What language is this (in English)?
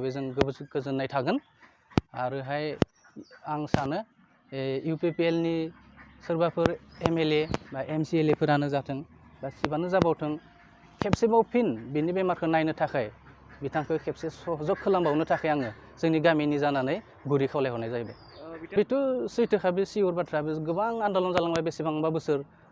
Bodo